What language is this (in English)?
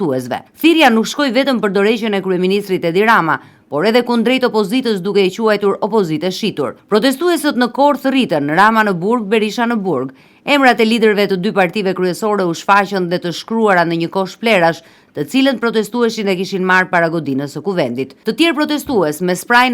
Albanian